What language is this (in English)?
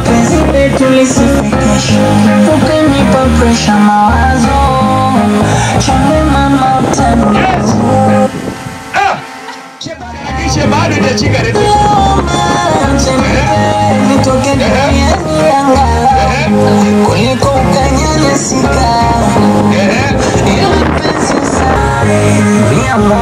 Swahili